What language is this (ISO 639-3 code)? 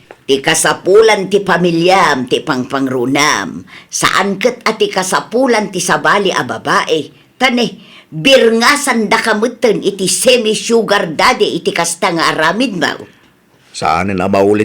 ilo